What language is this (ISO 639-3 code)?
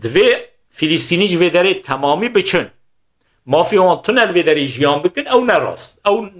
kur